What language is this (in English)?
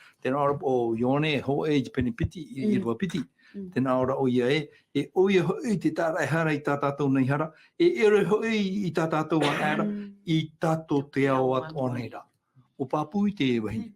Tahitian